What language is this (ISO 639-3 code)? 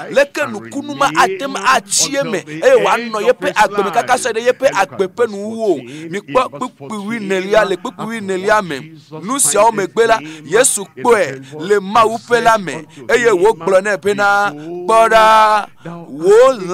ewe